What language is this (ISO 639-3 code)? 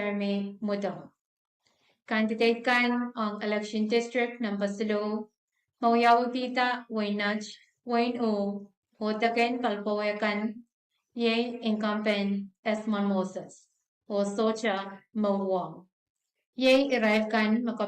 pon